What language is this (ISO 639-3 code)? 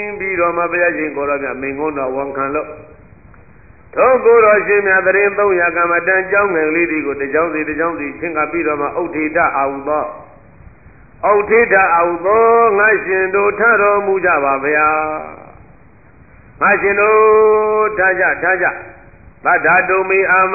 mya